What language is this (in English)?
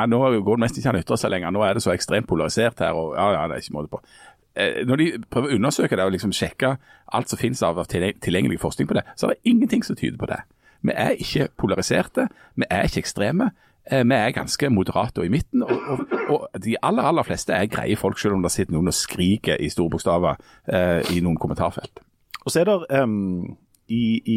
Norwegian